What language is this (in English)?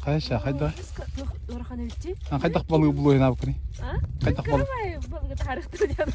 Yakut